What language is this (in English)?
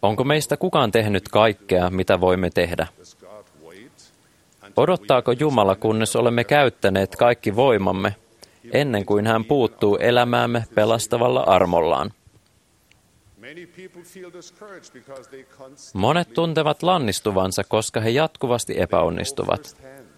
Finnish